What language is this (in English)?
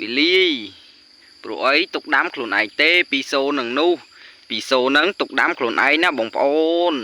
Khmer